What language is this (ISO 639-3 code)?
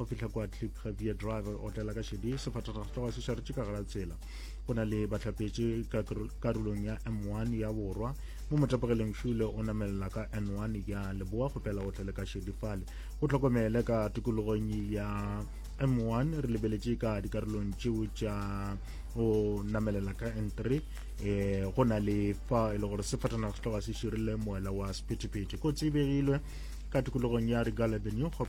nso